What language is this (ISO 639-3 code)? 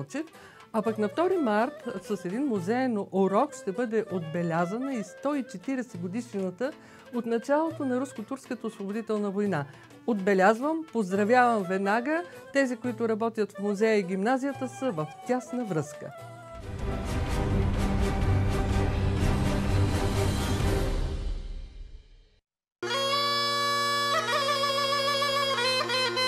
bul